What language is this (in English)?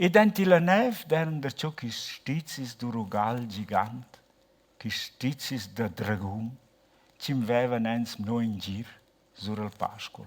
Romansh